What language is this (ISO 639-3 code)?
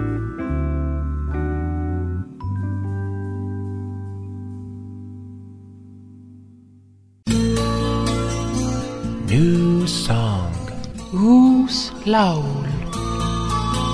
est